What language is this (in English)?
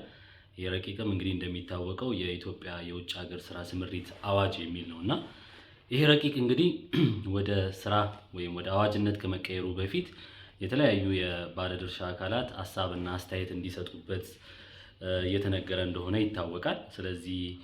Amharic